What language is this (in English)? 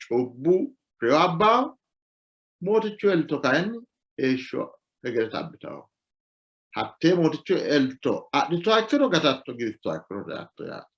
Sidamo